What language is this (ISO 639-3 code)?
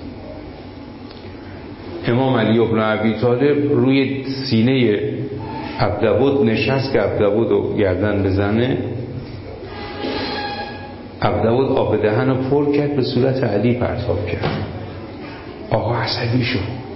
fas